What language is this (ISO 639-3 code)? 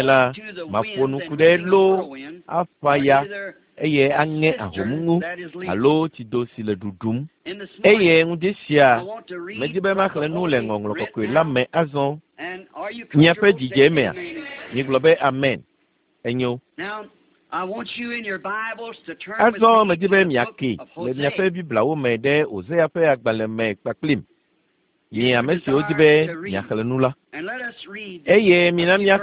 ewe